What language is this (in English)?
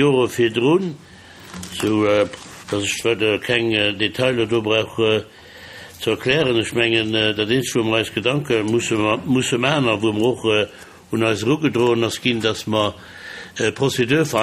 Luxembourgish